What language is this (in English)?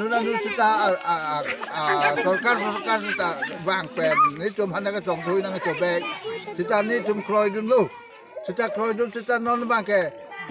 Karbi